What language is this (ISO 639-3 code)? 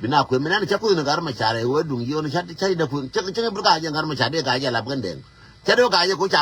nus